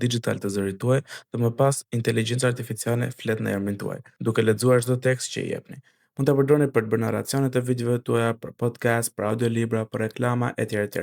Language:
Albanian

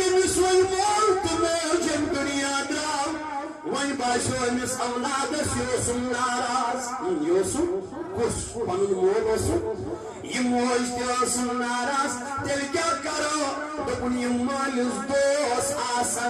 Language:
Kashmiri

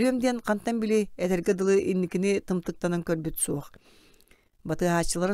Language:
Yakut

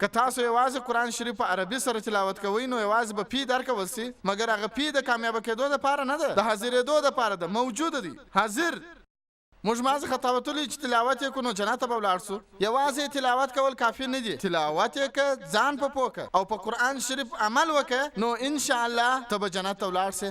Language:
Pashto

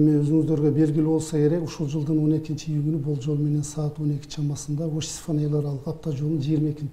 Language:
Kyrgyz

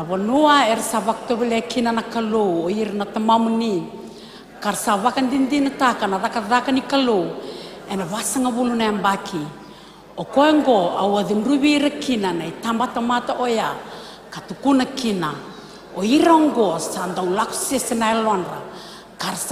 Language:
Fijian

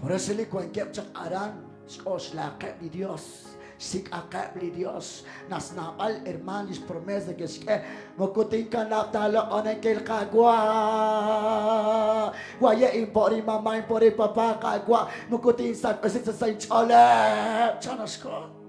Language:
Kekchí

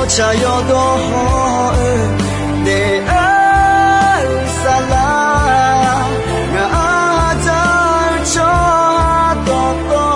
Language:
Akha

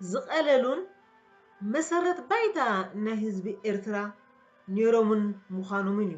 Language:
Tigrinya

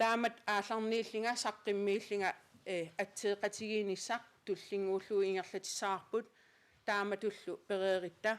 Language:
Kalaallisut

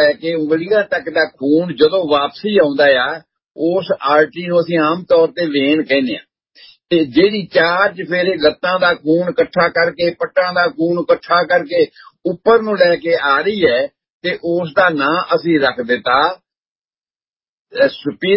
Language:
Punjabi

